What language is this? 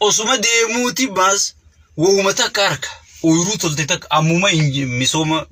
Oromo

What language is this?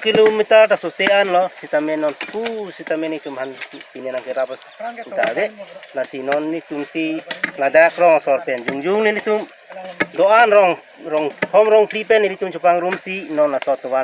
Karbi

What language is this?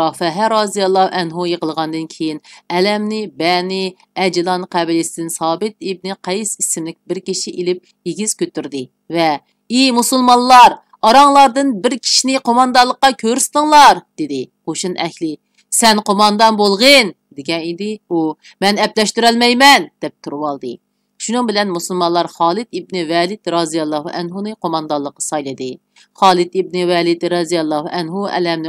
Uyghur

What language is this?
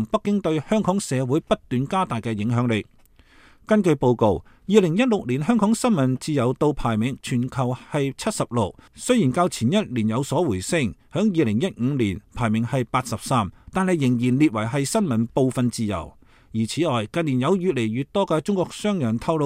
Cantonese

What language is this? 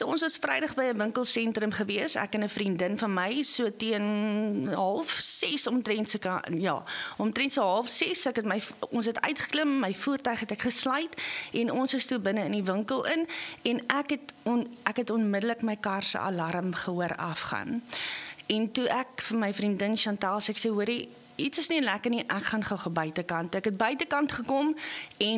Afrikaans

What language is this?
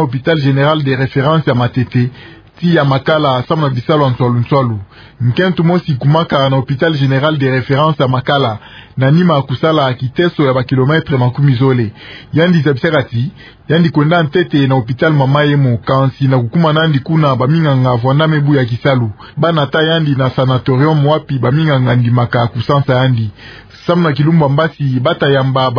Kituba (Democratic Republic of Congo)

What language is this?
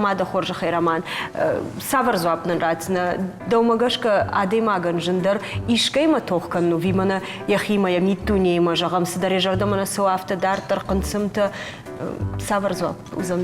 Ossetic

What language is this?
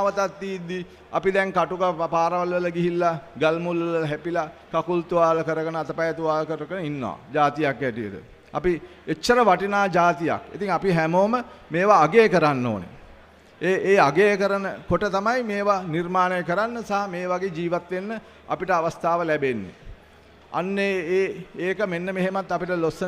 Sinhala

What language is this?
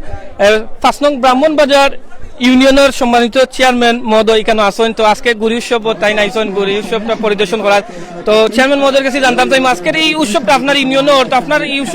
Sylheti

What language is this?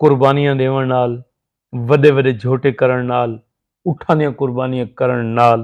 Saraiki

